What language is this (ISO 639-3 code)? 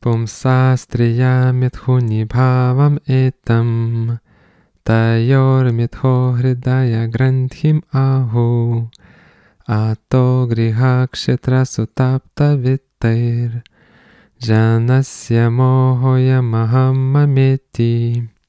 lit